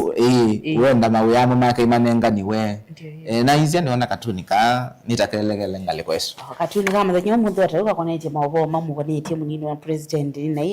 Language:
Kamba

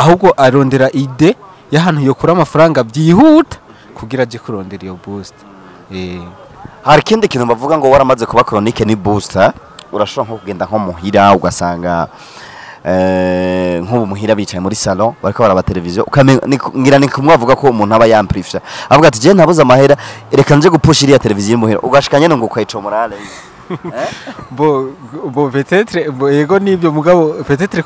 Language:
Rundi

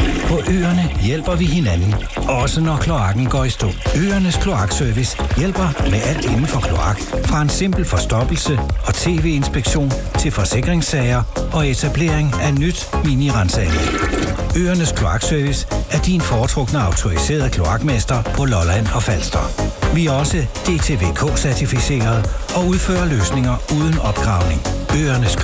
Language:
Danish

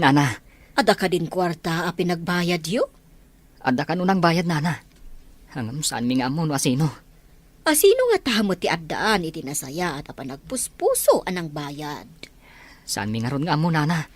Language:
Iloko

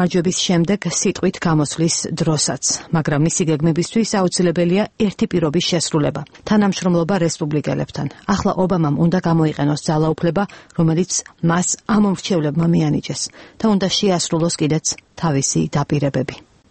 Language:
Georgian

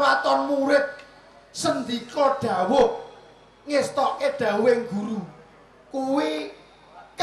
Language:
Javanese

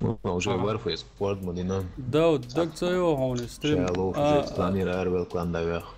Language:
Chechen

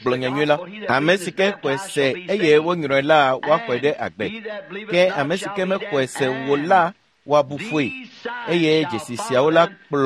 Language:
Ewe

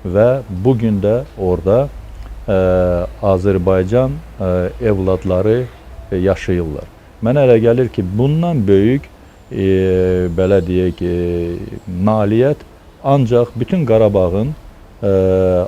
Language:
Azerbaijani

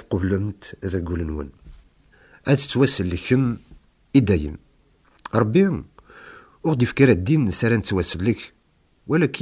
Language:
Kabyle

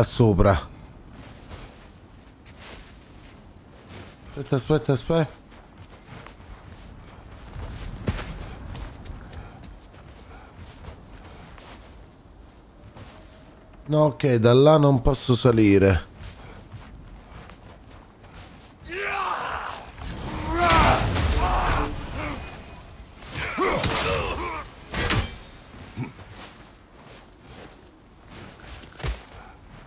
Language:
Italian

